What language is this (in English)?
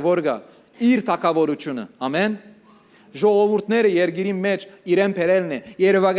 Western Armenian